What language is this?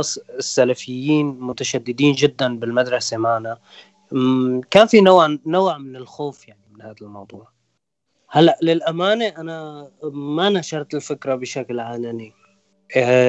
North Levantine Arabic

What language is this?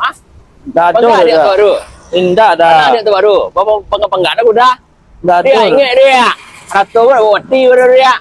Minangkabau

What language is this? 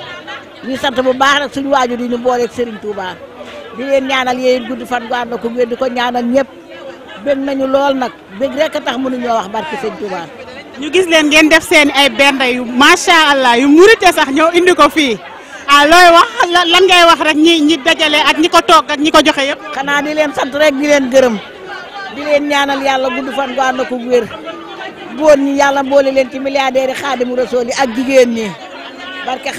Wolof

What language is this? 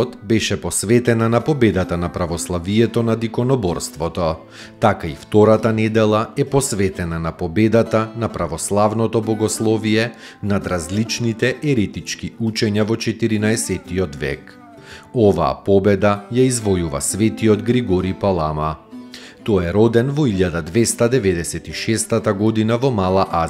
Macedonian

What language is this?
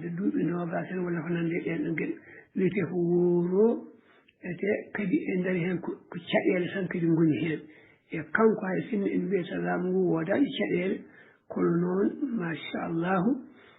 Fula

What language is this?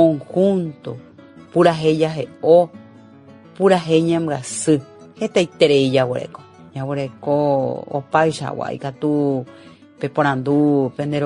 Guarani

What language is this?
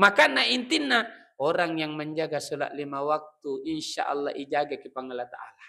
Buginese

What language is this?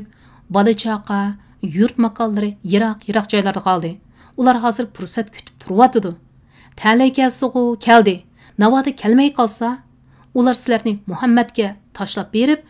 Uyghur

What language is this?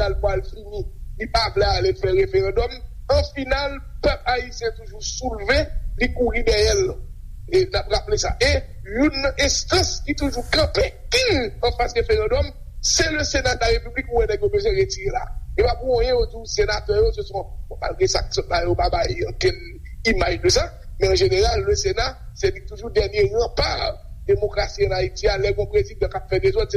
Haitian Creole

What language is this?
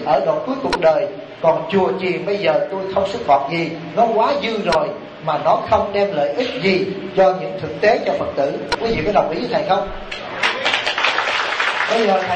Vietnamese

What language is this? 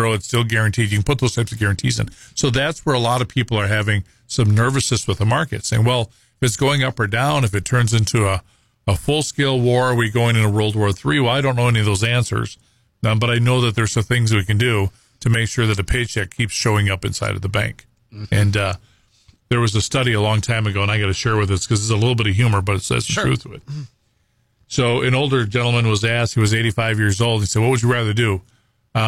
English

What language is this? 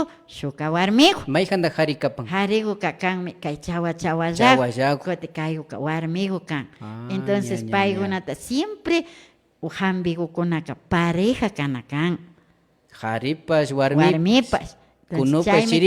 Imbabura Highland Quichua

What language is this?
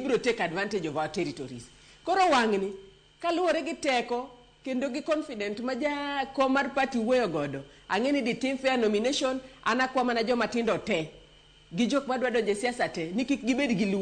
Luo (Kenya and Tanzania)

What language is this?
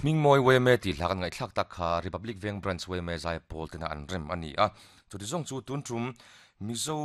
Mizo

